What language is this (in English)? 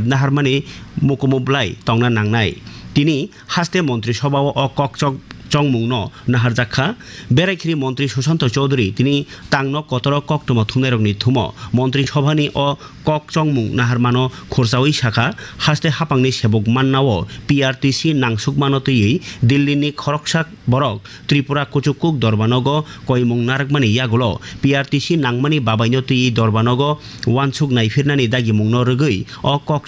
Kok Borok